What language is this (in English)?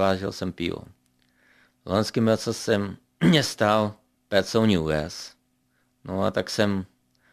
Czech